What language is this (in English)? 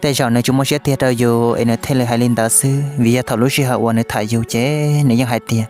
Hmong